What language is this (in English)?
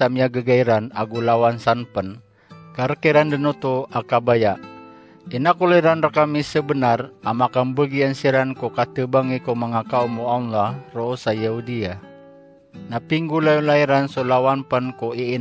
Maranao